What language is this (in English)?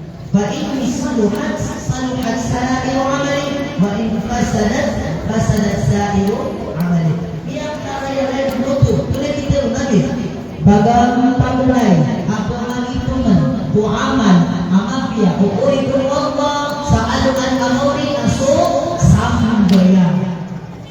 Maranao